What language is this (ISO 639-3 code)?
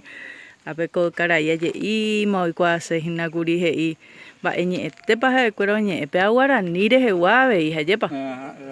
grn